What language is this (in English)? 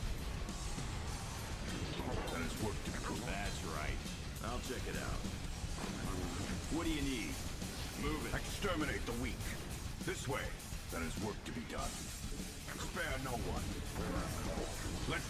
English